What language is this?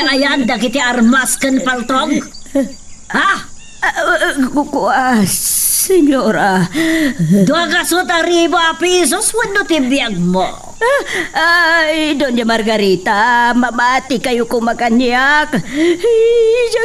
Iloko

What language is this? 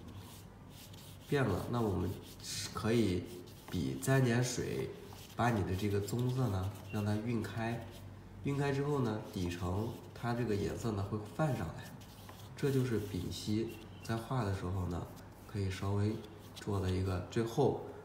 Chinese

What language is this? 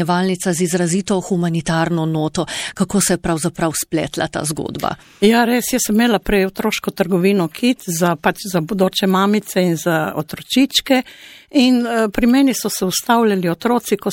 Slovenian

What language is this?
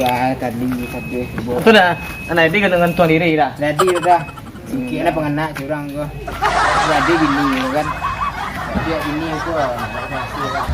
Minangkabau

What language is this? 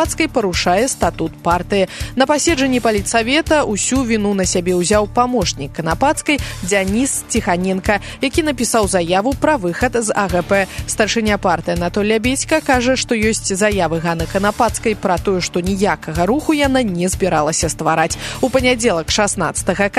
Belarusian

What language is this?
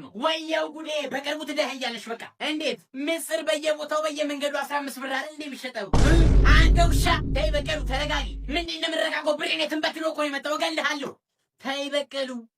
Amharic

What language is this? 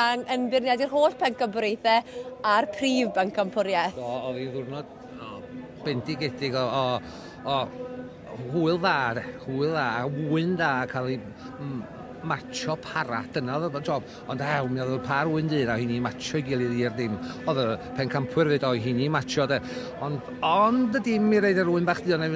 Welsh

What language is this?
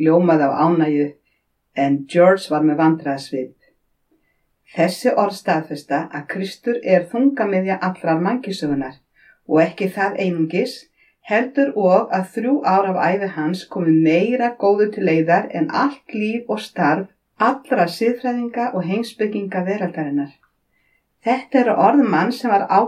Icelandic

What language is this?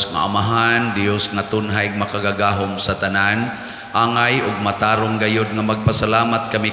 Cebuano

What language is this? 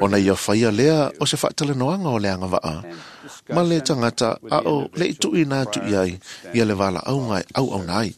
Samoan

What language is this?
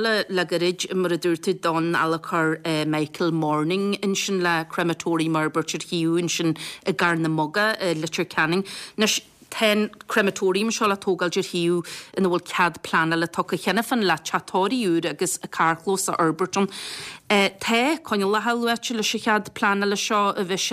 Irish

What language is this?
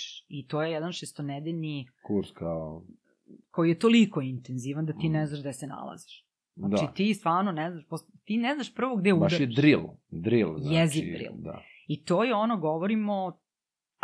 Serbian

